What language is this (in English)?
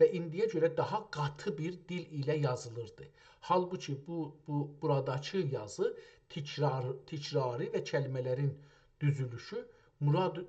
South Azerbaijani